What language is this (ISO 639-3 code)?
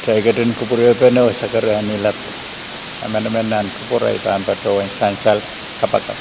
pon